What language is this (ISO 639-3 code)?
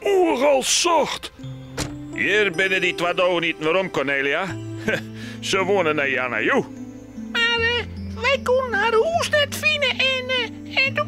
fry